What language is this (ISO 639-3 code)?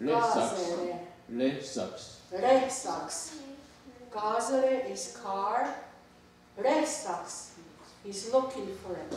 moh